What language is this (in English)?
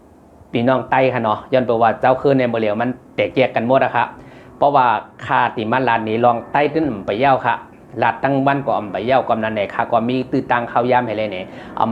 Shan